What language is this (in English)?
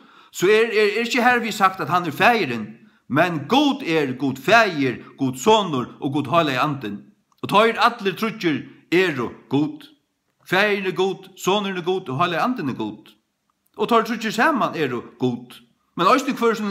Faroese